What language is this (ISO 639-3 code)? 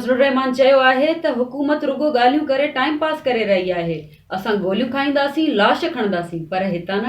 snd